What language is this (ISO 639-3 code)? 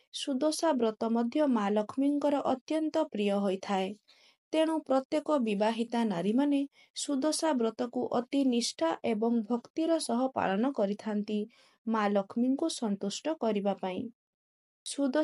ori